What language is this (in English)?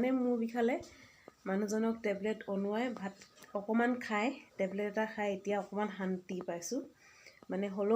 Assamese